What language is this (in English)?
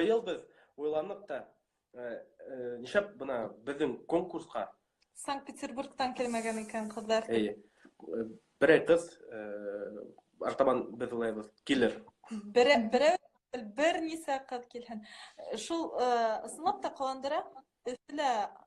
Bashkir